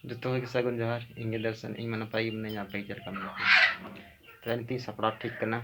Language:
Santali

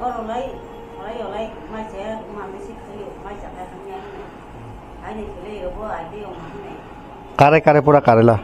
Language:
Kok Borok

